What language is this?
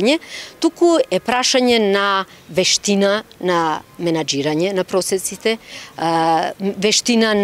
Macedonian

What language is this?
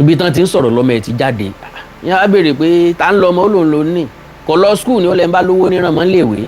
Yoruba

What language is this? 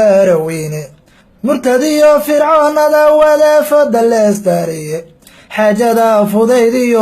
Somali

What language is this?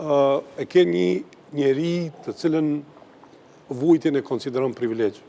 Albanian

